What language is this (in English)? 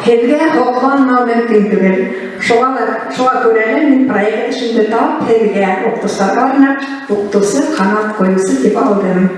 Bashkir